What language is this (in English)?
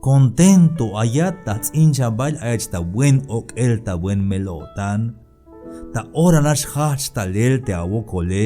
Tzeltal